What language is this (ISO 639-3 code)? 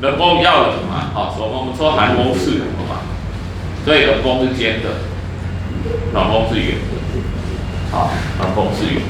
nan